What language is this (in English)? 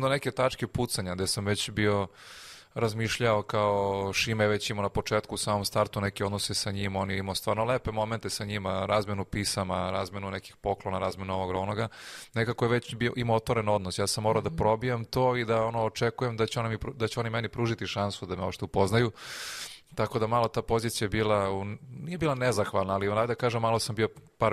Serbian